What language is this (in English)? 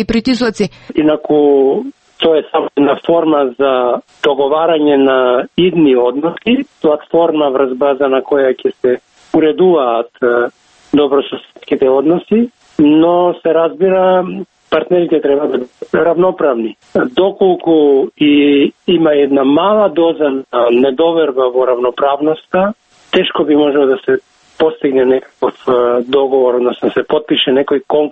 Macedonian